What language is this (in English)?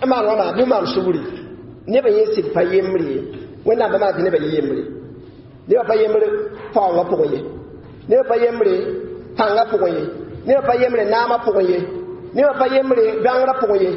Mossi